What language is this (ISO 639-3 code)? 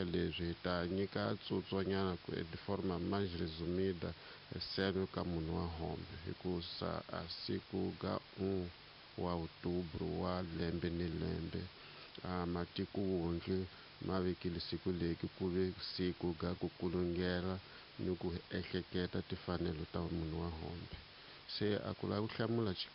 tso